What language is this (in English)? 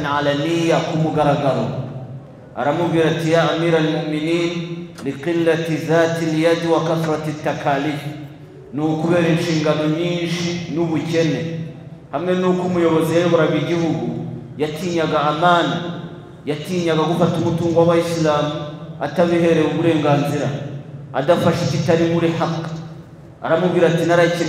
Kinyarwanda